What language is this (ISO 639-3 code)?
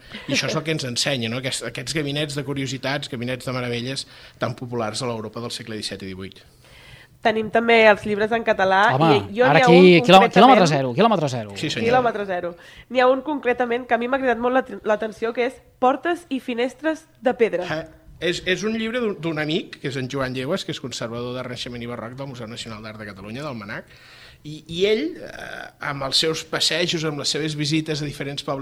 cat